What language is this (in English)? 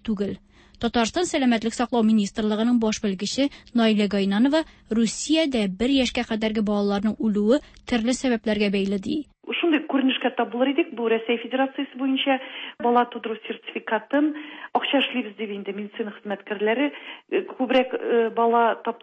Tatar